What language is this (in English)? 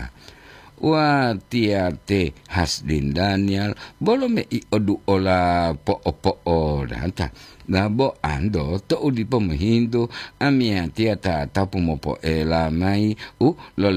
Gorontalo